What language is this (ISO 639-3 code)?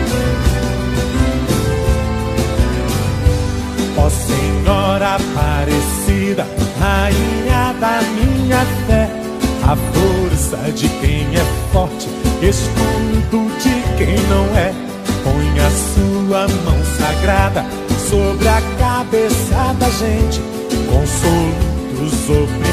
por